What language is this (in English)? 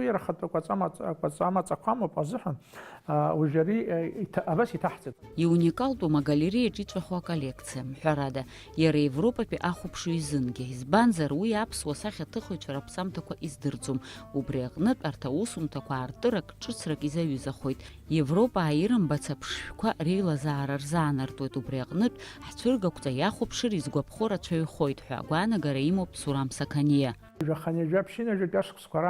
Abkhazian